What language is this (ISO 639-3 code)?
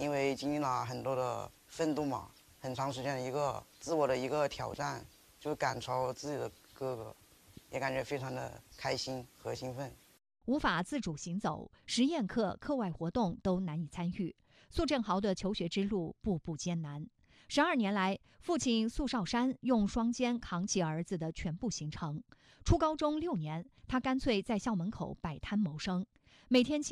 zho